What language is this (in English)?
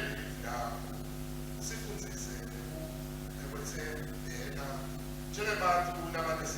Swati